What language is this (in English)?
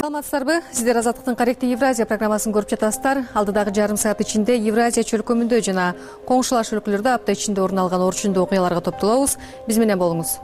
Kyrgyz